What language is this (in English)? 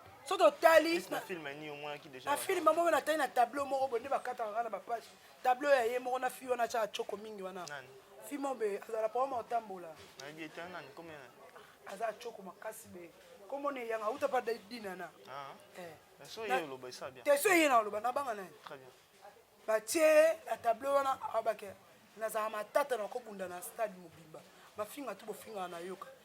Lingala